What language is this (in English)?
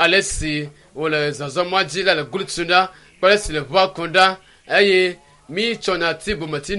Ewe